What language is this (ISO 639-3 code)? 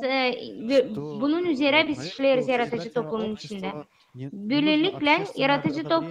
gag